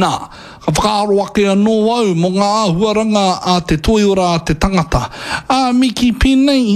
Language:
Māori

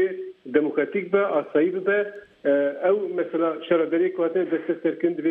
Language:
Kurdish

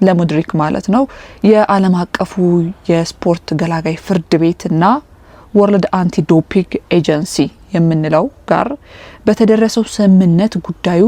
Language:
Amharic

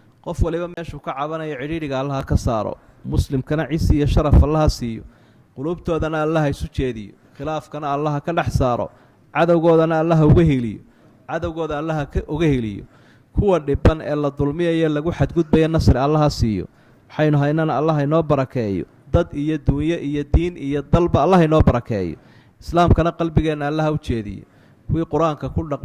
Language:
Somali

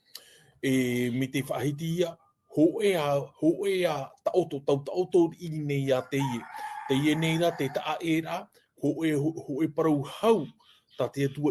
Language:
Tahitian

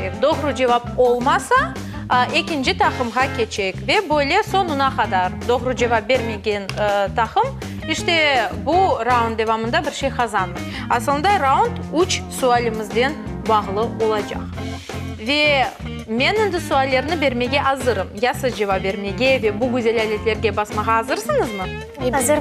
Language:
Crimean Tatar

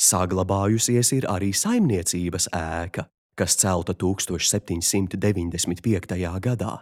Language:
Latvian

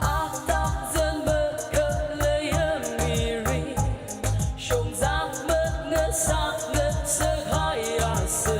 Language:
Tangkhul Naga (India)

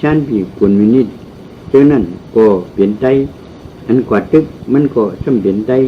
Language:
Shan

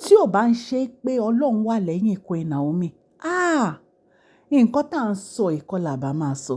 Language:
Yoruba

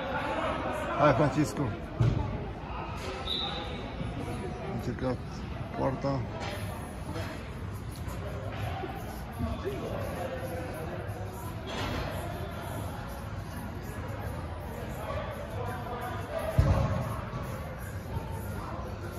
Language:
Romanian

